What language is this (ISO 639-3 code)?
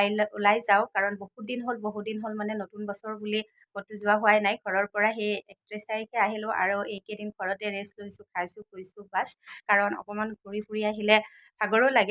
asm